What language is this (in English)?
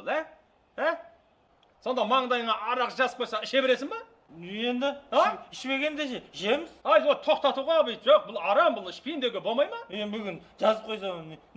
Kazakh